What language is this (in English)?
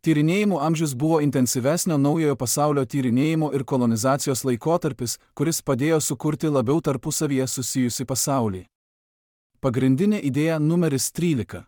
Lithuanian